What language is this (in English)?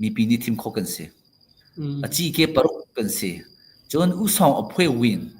Hakha Chin